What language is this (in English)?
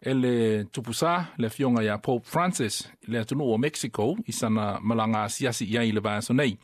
Samoan